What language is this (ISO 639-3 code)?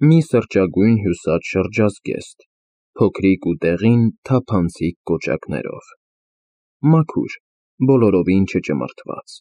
hye